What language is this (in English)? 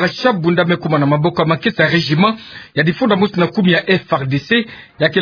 Kituba (Democratic Republic of Congo)